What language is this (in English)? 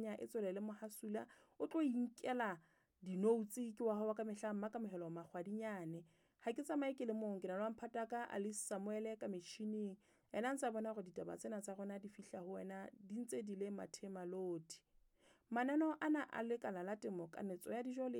Southern Sotho